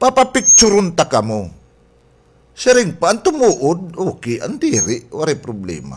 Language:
Waray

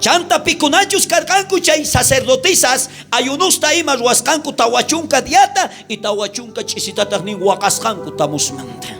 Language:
South Bolivian Quechua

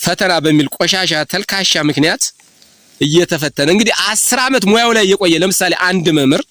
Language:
Amharic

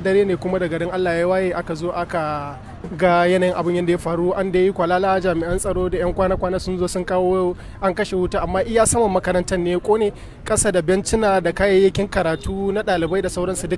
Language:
Hausa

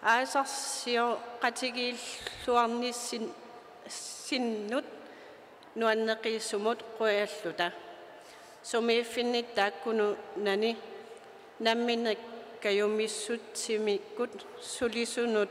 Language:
Kalaallisut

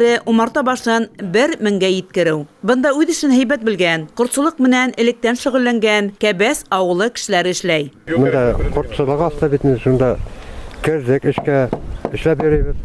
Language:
Bashkir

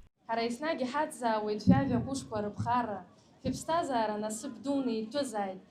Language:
Abkhazian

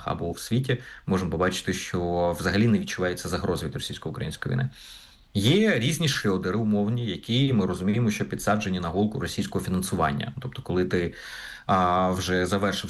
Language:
Ukrainian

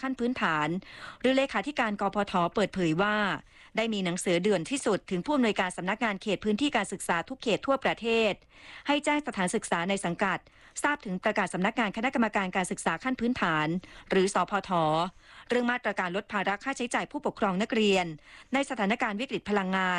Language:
Thai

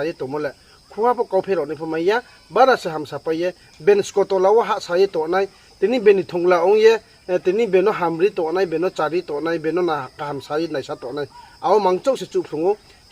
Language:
Riang (India)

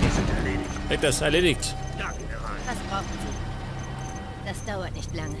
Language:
Bavarian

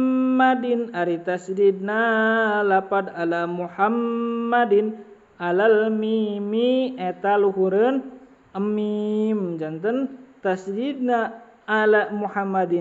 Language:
Sundanese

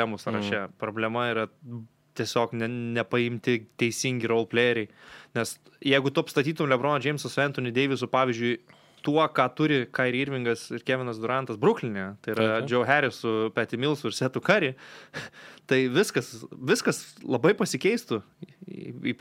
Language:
Lithuanian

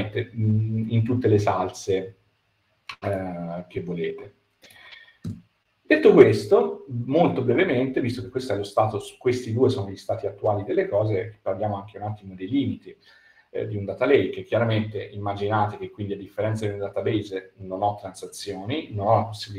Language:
Italian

